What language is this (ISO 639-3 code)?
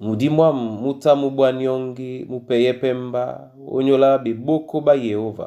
dua